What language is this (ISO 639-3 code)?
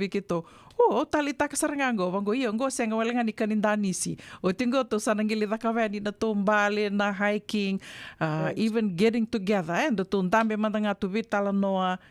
fij